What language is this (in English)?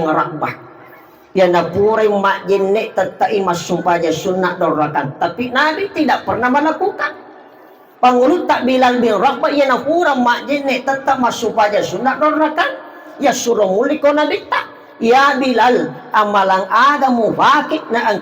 Buginese